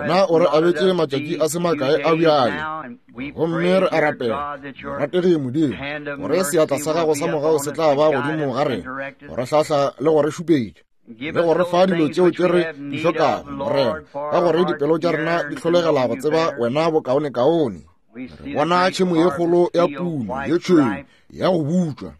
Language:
Northern Sotho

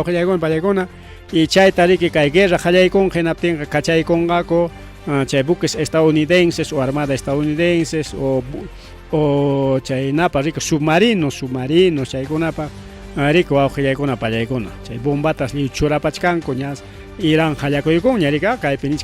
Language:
Ayacucho Quechua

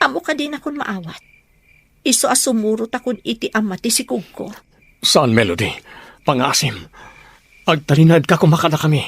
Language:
Iloko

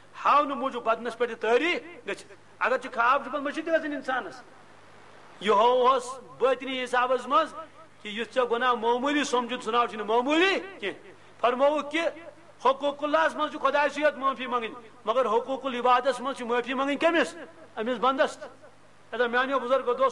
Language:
Kashmiri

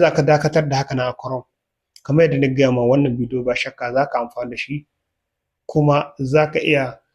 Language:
Hausa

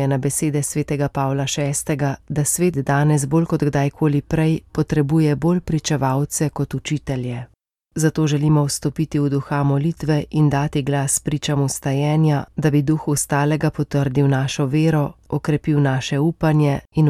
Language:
Slovenian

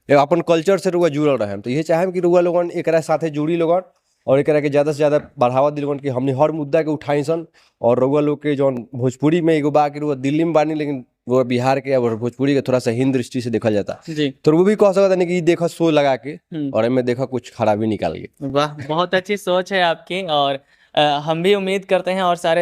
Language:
Bhojpuri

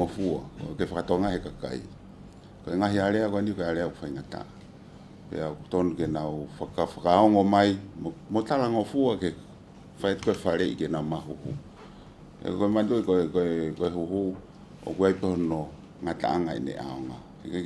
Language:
Tongan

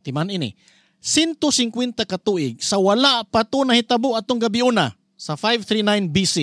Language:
Cebuano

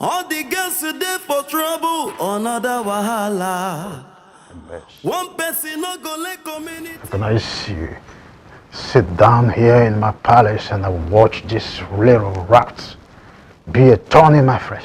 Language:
Nigerian Pidgin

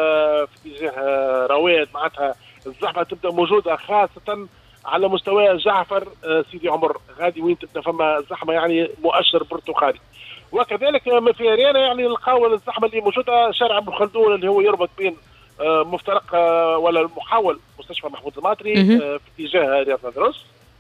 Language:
Tunisian Arabic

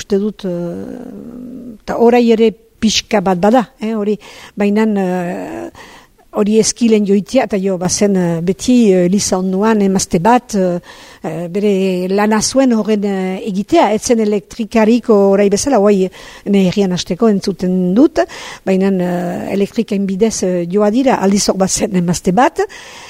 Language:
Basque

